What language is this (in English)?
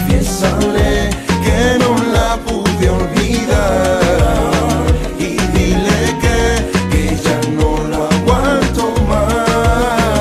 Spanish